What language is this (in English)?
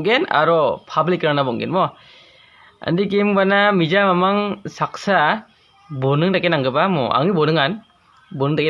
Garo